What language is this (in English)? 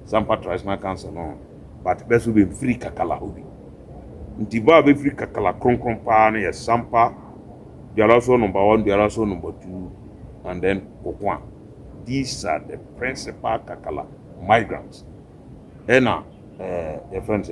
Akan